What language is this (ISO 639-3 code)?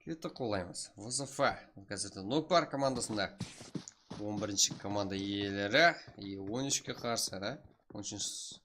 kaa